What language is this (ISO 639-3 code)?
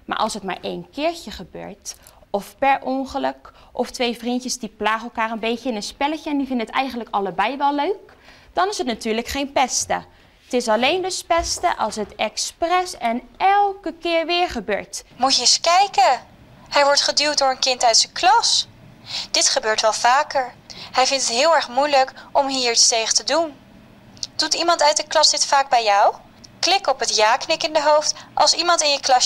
nld